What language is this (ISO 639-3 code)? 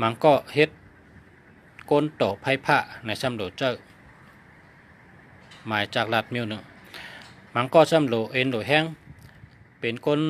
shn